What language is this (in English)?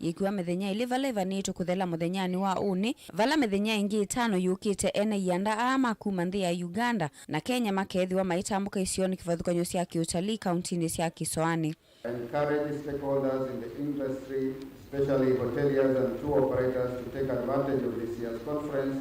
Kamba